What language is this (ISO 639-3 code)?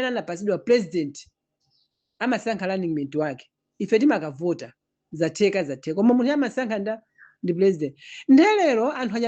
nya